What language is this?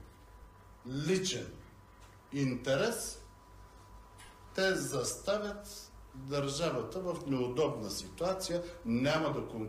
Bulgarian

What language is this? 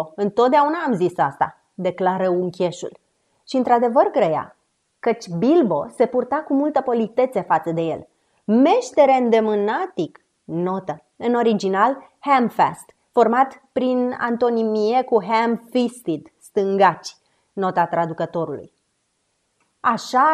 Romanian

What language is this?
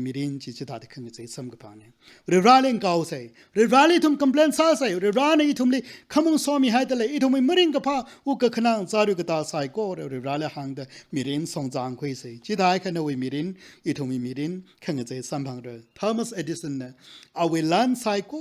Tangkhul Naga (India)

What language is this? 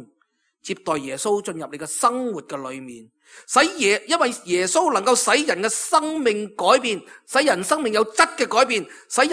Cantonese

